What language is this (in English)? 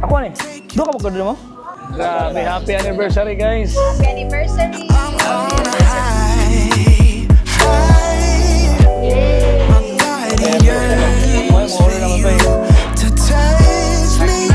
Cebuano